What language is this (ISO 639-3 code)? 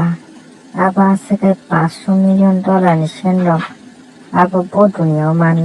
trp